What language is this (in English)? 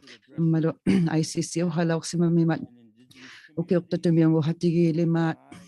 Inuktitut